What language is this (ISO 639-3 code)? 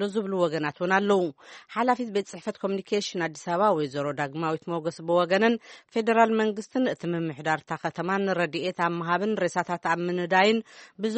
tir